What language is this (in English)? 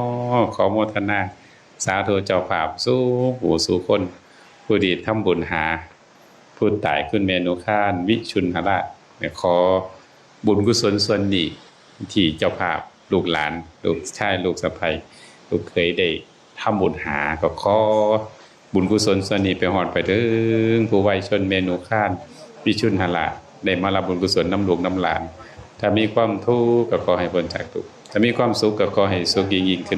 Northeastern Thai